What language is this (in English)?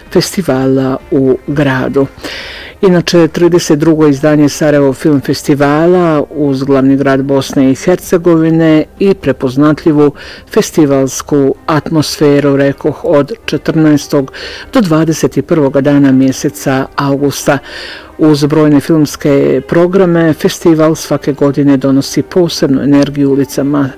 Bosnian